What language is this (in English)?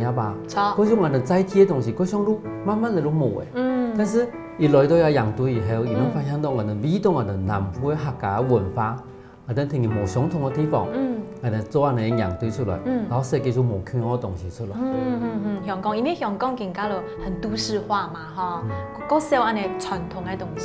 Hakka Chinese